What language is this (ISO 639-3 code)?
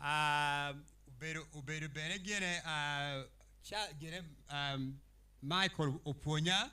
ach